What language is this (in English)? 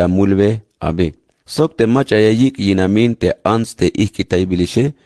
Tzeltal